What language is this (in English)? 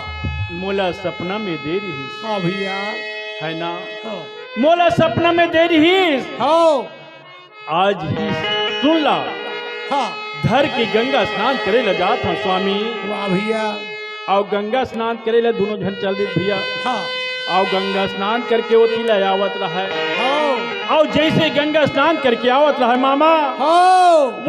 Chhattisgarhi